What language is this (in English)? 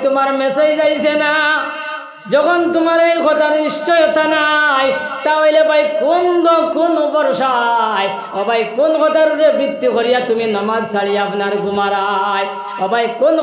Sylheti